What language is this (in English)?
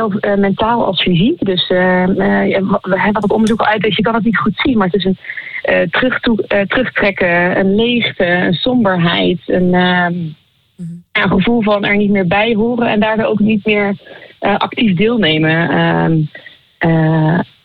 Dutch